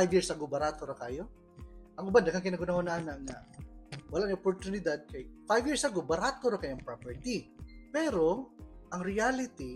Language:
Cebuano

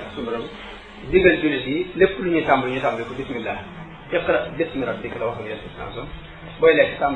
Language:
Wolof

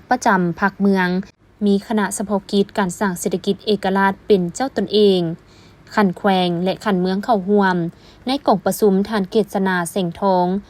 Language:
Lao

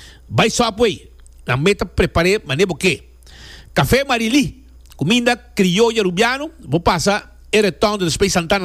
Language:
Papiamento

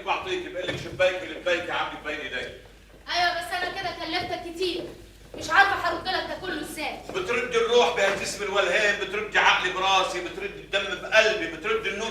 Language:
Egyptian Arabic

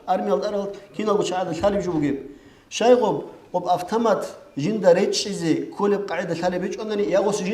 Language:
Avaric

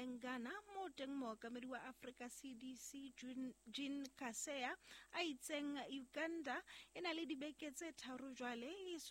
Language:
Southern Sotho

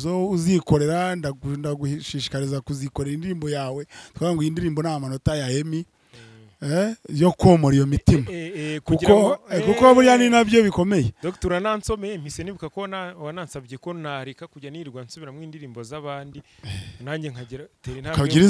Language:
Kinyarwanda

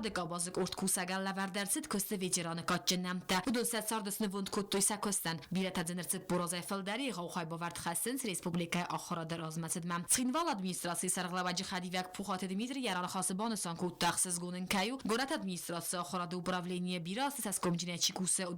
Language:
Ossetic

